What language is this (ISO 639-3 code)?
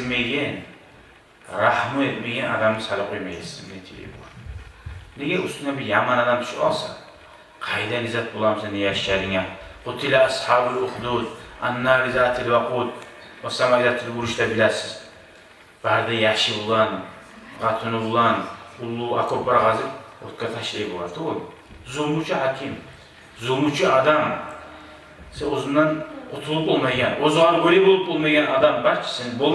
kum